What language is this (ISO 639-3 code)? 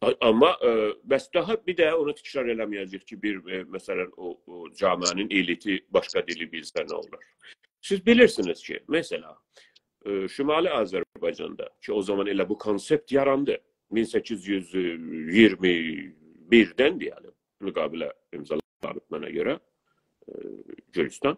azb